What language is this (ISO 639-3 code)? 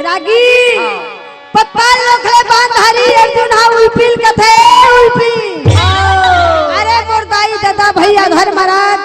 hne